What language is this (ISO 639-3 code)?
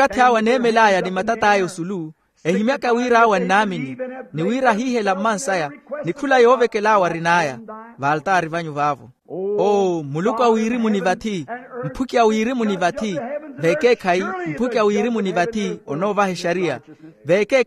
vmw